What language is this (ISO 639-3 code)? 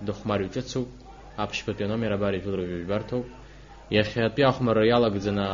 abk